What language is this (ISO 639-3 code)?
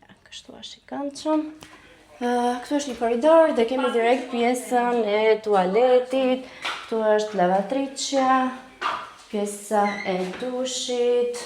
sqi